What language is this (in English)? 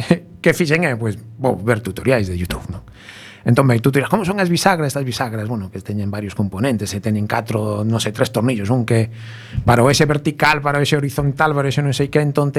Galician